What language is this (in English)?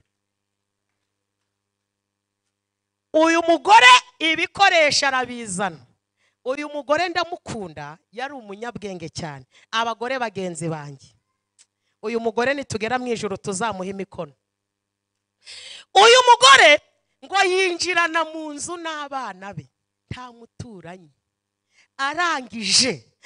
Kinyarwanda